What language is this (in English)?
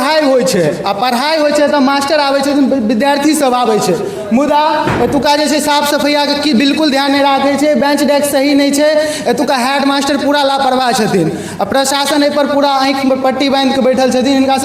Maithili